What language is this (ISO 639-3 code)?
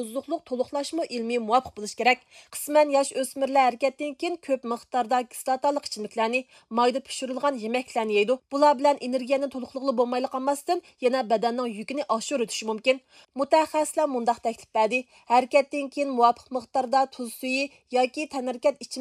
uig